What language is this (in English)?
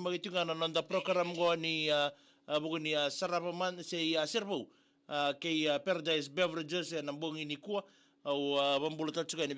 Fijian